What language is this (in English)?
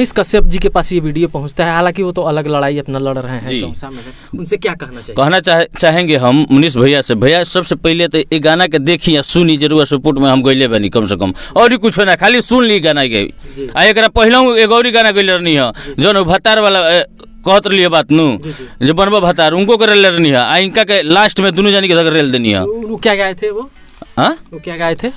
Bhojpuri